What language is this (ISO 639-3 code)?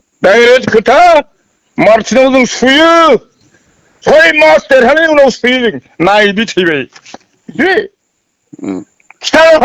brx